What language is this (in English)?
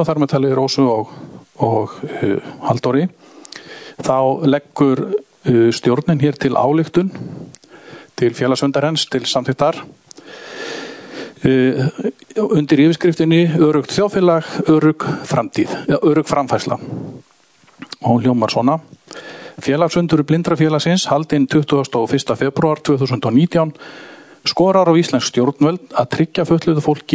Icelandic